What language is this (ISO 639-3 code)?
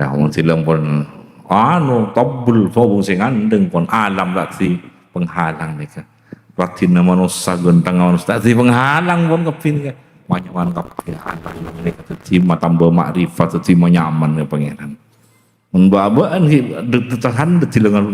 mad